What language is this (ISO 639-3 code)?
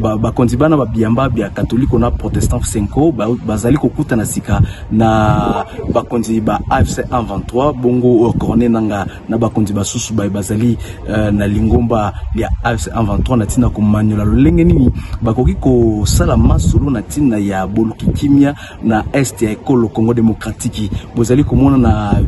lin